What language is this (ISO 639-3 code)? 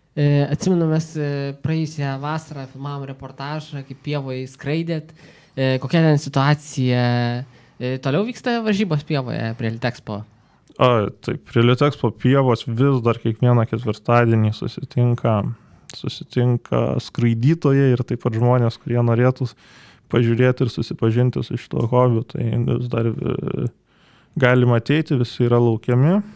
lit